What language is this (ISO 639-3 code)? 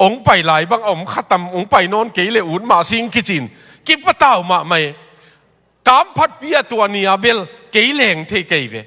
ctd